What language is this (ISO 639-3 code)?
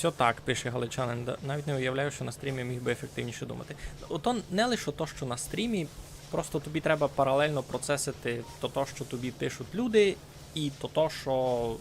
rue